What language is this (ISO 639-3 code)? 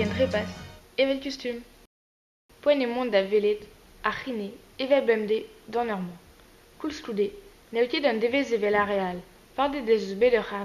bre